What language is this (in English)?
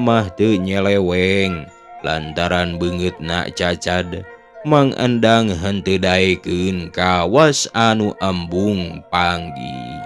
Sundanese